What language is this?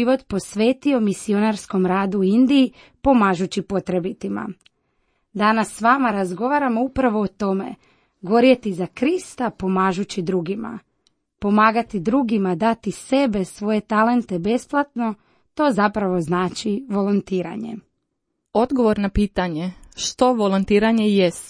Croatian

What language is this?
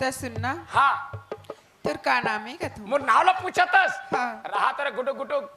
Chhattisgarhi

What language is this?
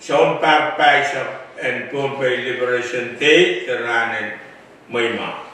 Pohnpeian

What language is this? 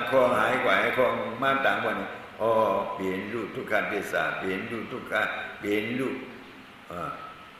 Shan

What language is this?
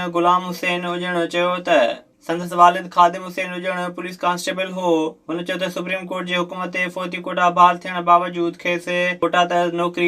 Sindhi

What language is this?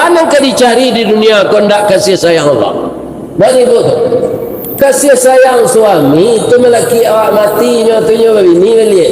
Minangkabau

